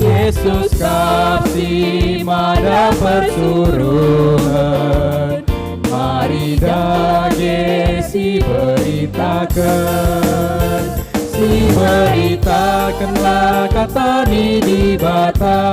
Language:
Batak Karo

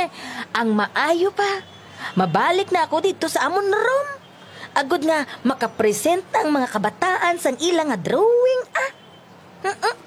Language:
Hiligaynon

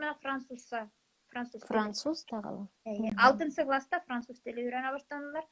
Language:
Bashkir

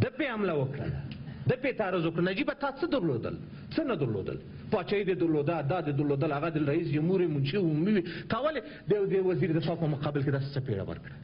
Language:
Pashto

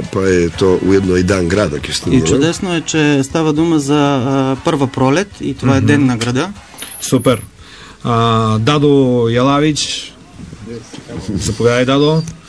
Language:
Bulgarian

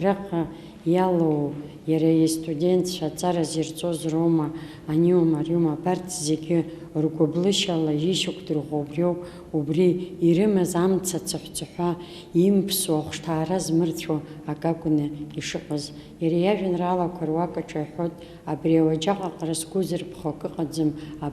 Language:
Abkhazian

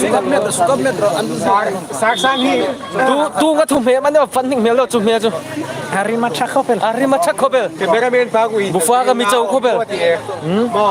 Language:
Hmar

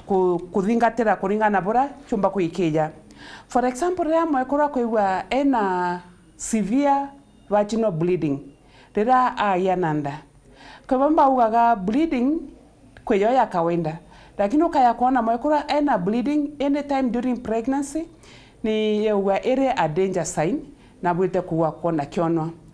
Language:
Meru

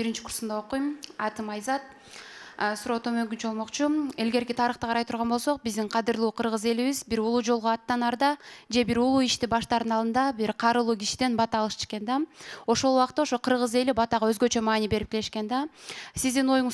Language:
Kyrgyz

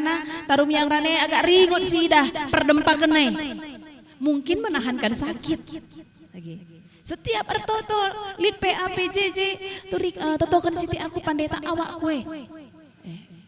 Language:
Batak Karo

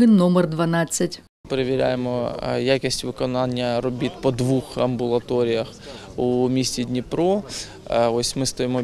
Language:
Ukrainian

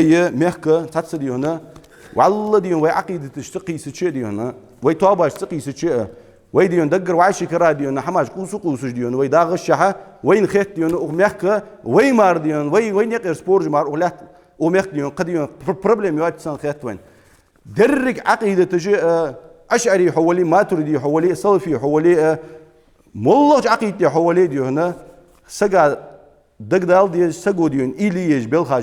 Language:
Ingush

